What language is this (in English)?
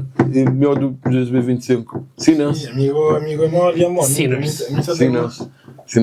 Kabuverdianu